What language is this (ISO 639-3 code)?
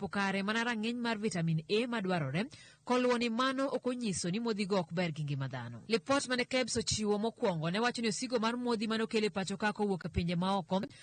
luo